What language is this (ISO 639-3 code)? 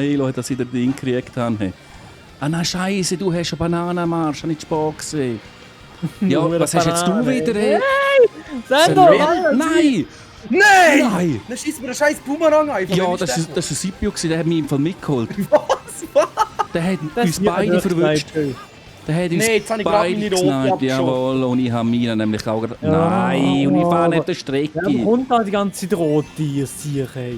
gsw